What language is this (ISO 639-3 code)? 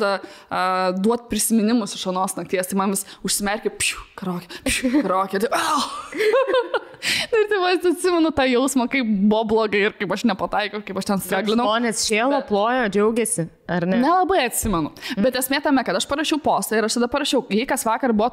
lit